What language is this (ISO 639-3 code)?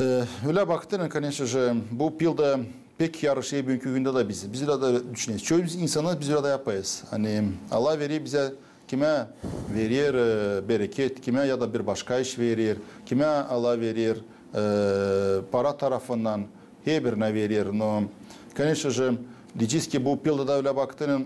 gag